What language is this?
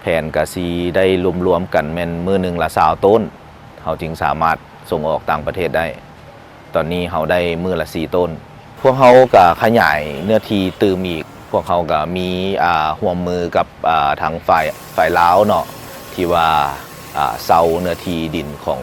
Lao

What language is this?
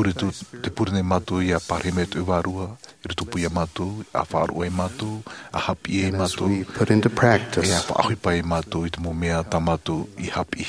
Tahitian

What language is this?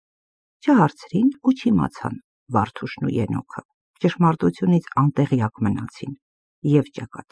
Armenian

